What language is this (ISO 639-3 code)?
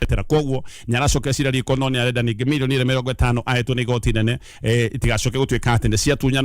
kik